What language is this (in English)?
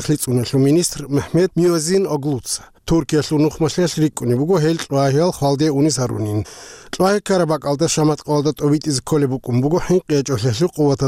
Avaric